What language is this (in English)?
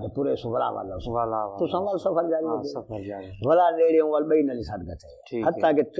Saraiki